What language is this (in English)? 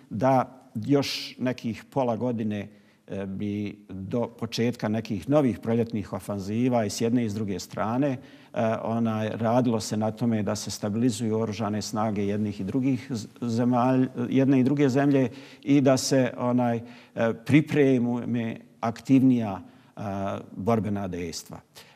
Bosnian